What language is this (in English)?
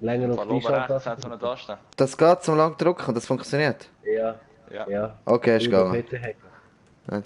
Swiss German